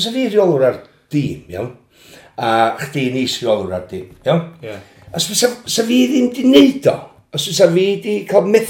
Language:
Welsh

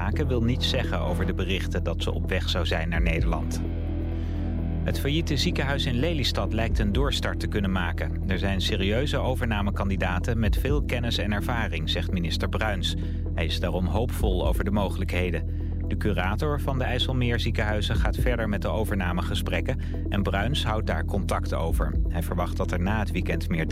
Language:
Dutch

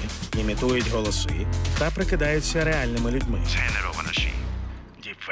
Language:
Ukrainian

